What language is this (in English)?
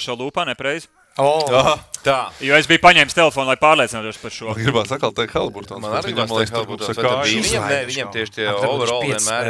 Latvian